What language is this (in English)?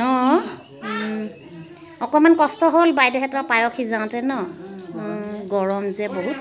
Assamese